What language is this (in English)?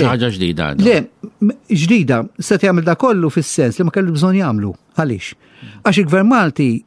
Maltese